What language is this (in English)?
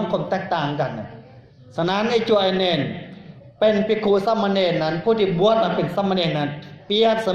Lao